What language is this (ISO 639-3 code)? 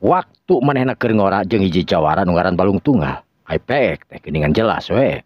sun